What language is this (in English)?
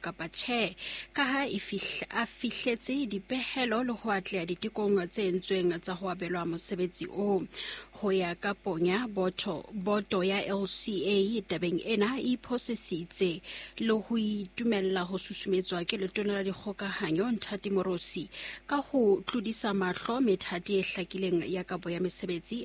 Southern Sotho